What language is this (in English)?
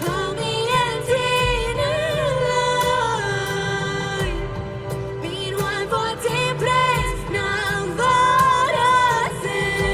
Plautdietsch